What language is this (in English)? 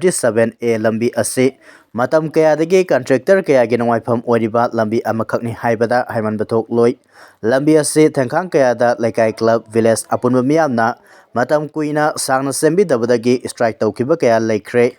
Manipuri